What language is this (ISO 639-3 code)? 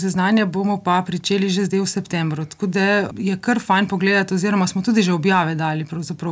slv